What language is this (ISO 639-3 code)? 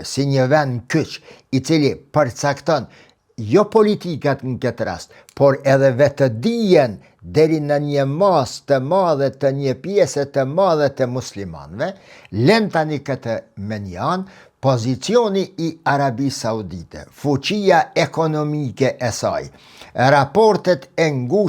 sqi